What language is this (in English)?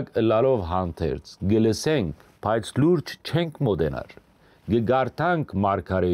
Western Armenian